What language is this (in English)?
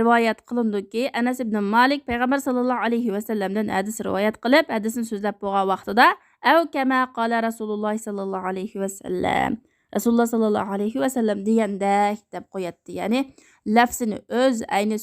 Uyghur